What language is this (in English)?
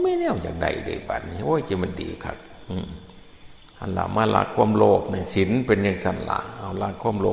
Northeastern Thai